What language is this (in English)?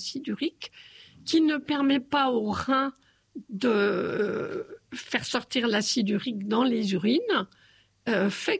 French